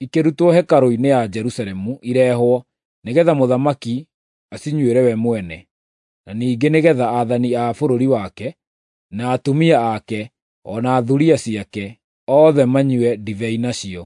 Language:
Kikuyu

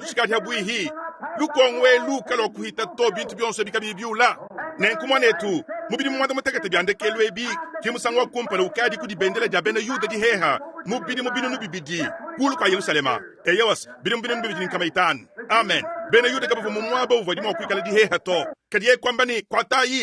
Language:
Luba-Lulua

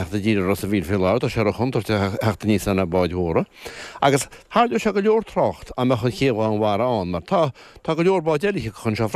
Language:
Irish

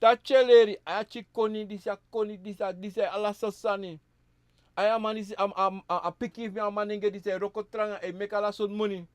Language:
Sranan Tongo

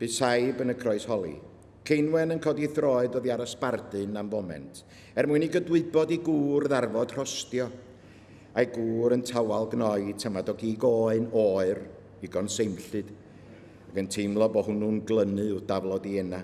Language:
Welsh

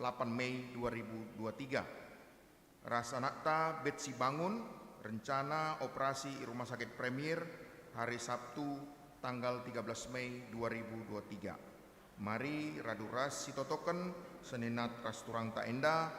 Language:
Batak Karo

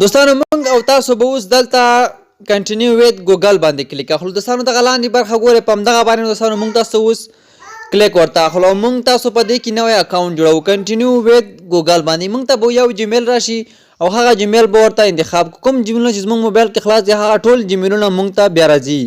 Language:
Pashto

